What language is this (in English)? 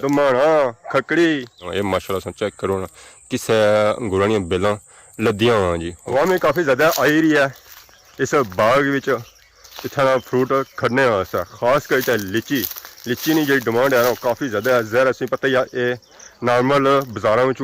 Pahari-Potwari